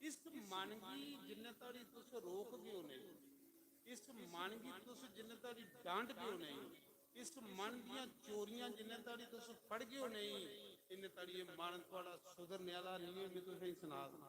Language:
Dogri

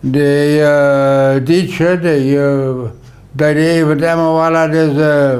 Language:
Plautdietsch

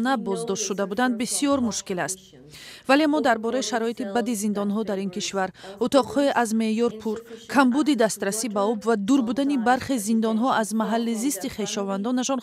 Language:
Tajik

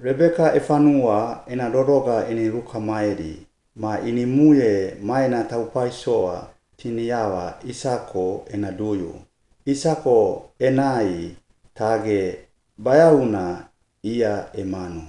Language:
Suau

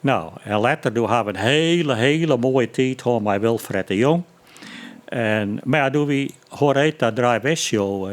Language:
Western Frisian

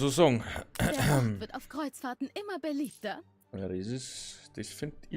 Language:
Bavarian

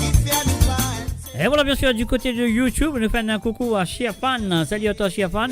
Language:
Morisyen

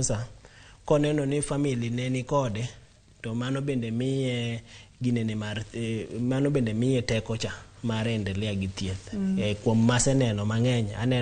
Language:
Luo (Kenya and Tanzania)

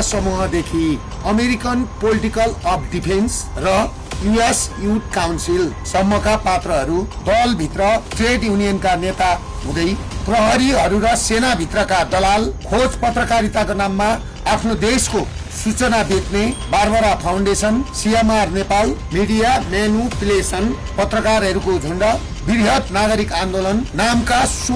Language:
Nepali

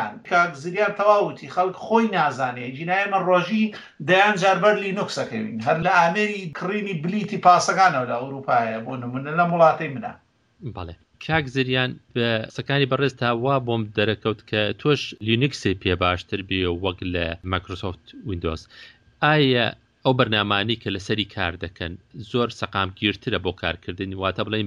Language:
Central Kurdish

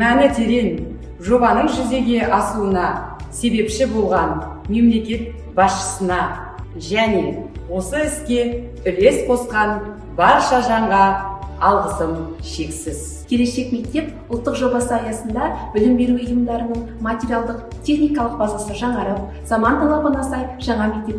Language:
Kazakh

